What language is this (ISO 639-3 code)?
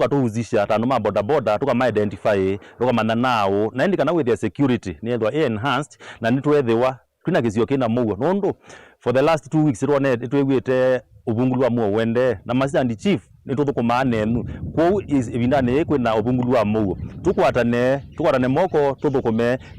kam